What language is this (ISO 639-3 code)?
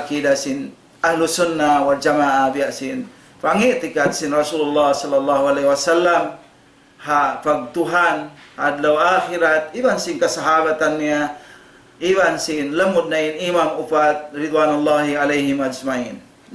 tsg